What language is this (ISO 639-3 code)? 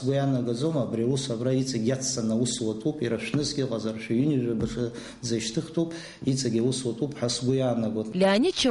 abk